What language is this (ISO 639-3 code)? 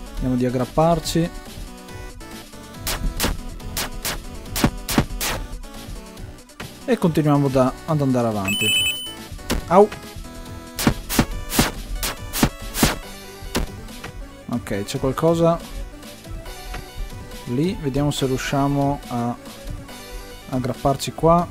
ita